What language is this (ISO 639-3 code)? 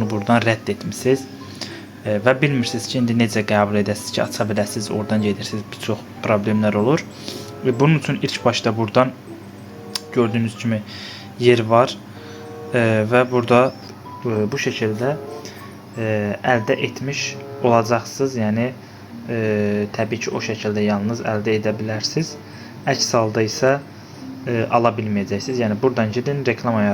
aze